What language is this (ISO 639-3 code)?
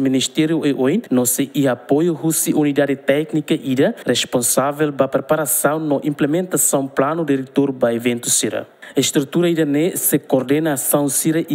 tet